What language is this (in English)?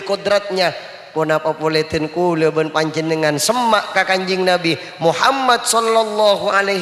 Madurese